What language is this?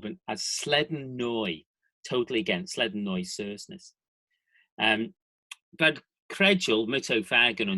Manx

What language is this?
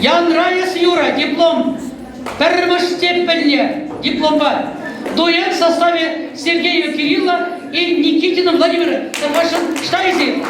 Chuvash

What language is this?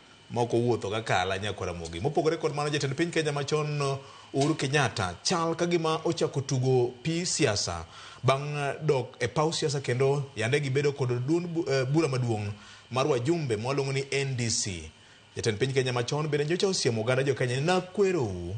Luo (Kenya and Tanzania)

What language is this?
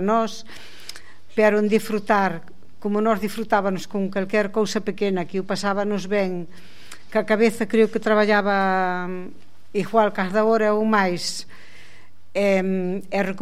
Galician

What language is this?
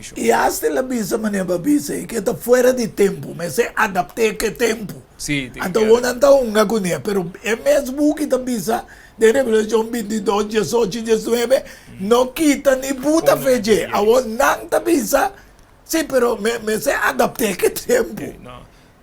Papiamento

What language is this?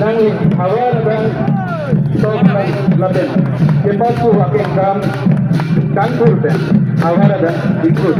Karbi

